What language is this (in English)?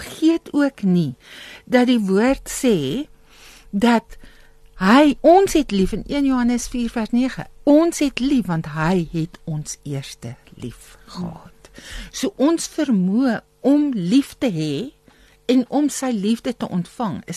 Afrikaans